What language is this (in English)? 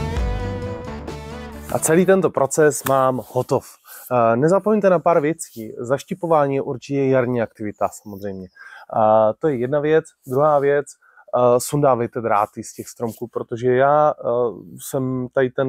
Czech